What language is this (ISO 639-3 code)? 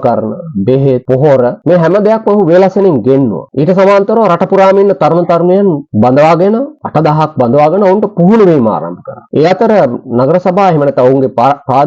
sin